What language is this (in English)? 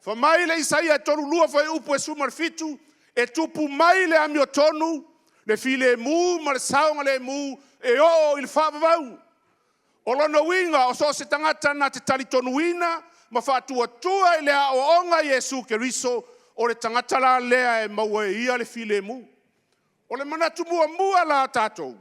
Samoan